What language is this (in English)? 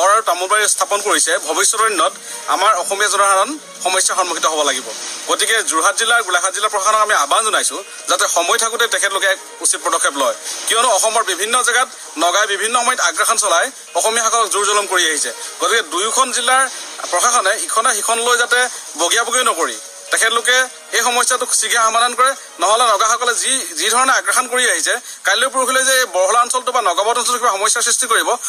Assamese